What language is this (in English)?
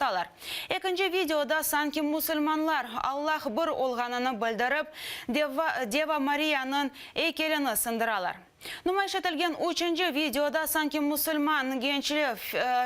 Crimean Tatar